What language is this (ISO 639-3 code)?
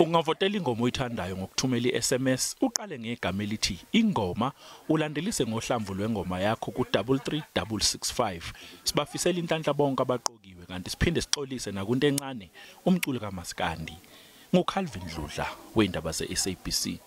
zul